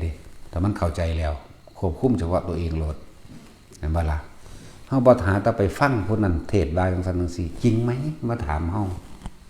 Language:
Northeastern Thai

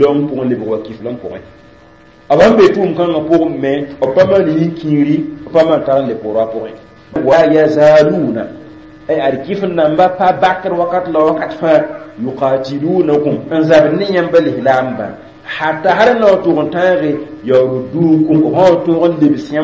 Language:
Mossi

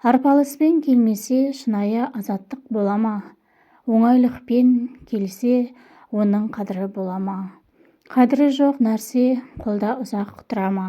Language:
Kazakh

